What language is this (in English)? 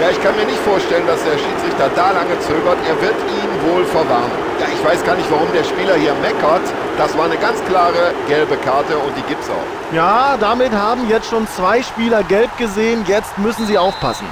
Bavarian